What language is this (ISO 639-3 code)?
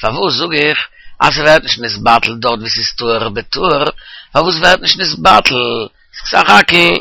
yid